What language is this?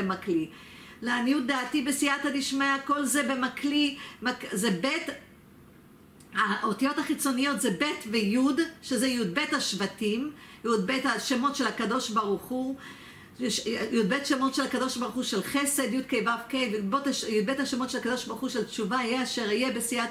Hebrew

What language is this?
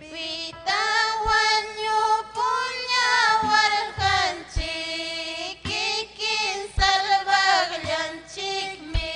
Ayacucho Quechua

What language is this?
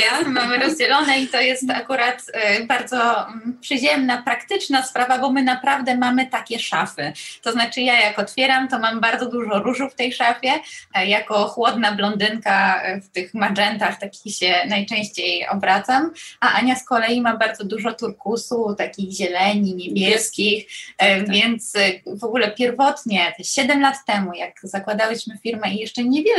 Polish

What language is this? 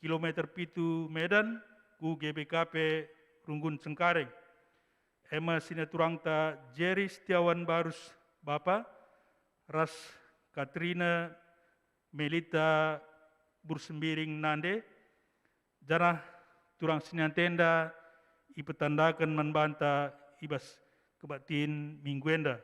Batak Karo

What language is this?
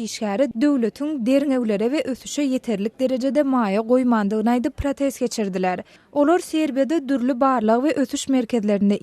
Turkmen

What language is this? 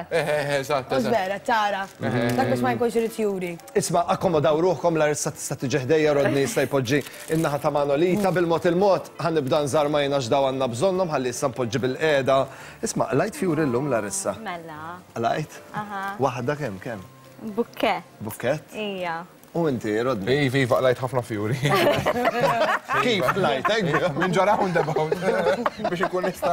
Maltese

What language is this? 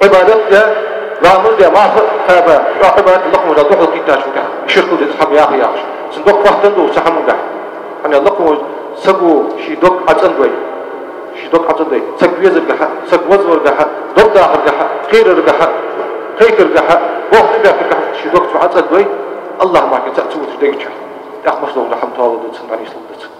Ingush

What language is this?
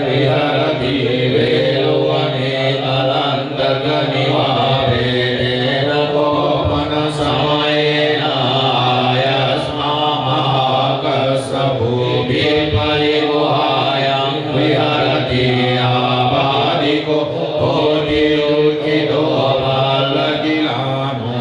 Pali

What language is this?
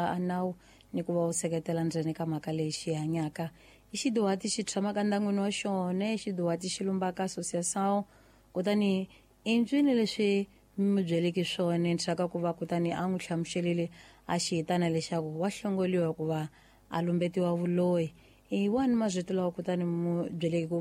Tsonga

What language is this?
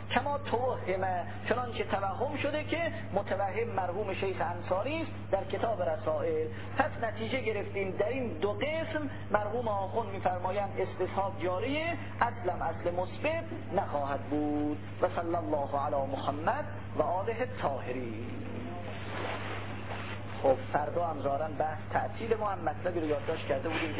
Persian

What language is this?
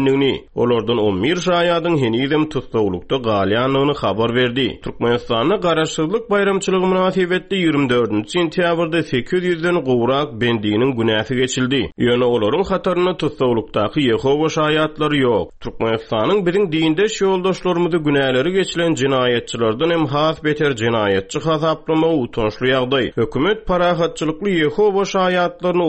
Turkmen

